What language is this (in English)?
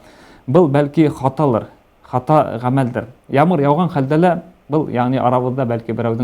Bashkir